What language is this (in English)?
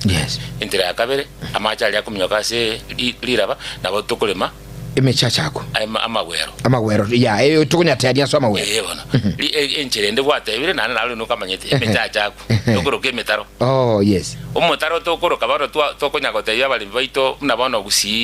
Gusii